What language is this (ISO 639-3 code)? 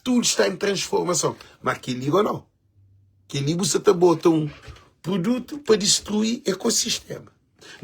kea